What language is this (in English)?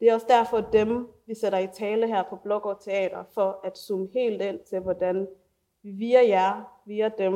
Danish